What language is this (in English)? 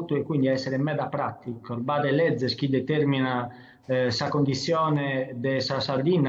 Sardinian